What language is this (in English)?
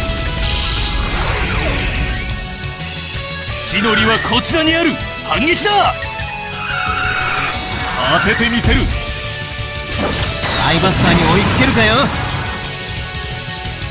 Japanese